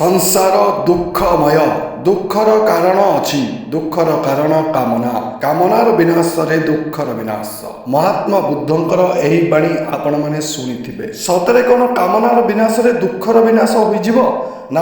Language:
Odia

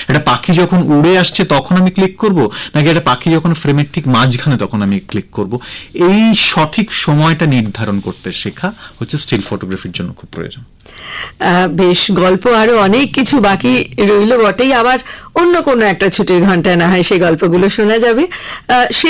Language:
Bangla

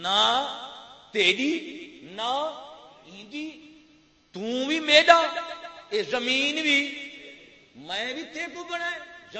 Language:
Saraiki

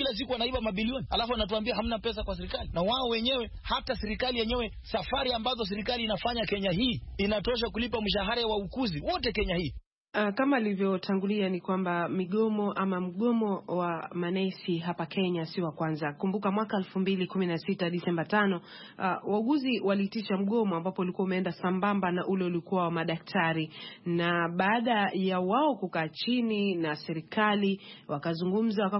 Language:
Swahili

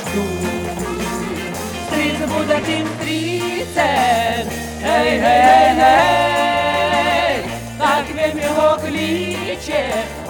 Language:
Ukrainian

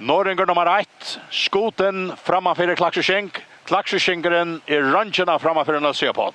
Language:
Faroese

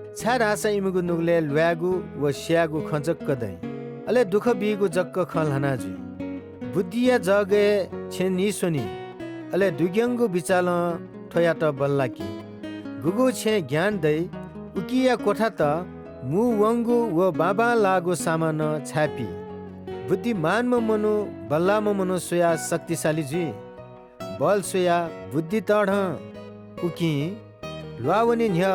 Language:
Newari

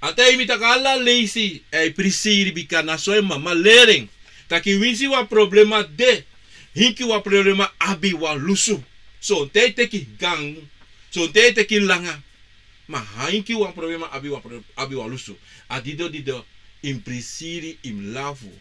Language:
Sranan Tongo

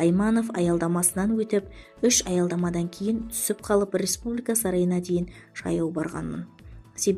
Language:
Kazakh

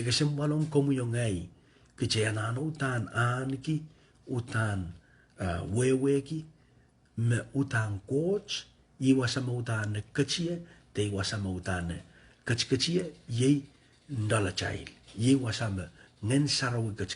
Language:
Pohnpeian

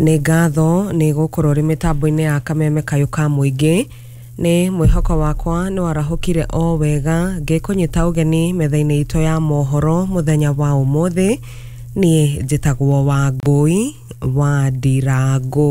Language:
Kikuyu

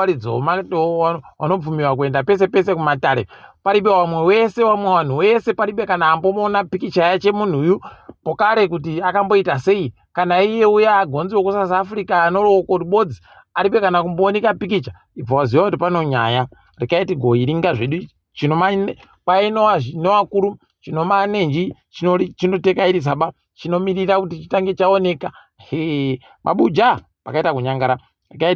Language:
Ndau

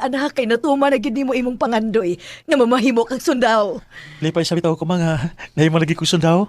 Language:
Cebuano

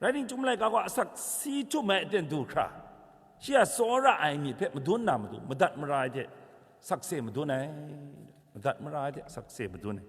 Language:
Kachin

